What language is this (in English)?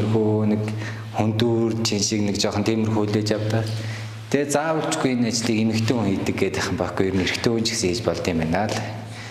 Mongolian